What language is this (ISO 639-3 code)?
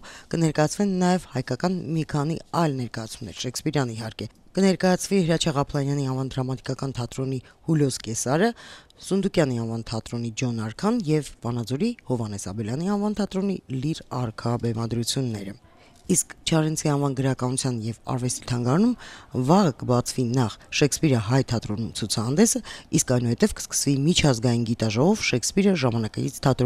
hye